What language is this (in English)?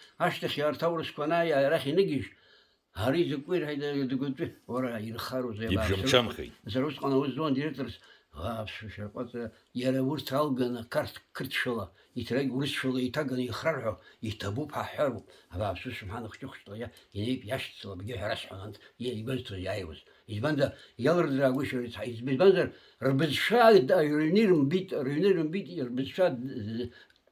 Abkhazian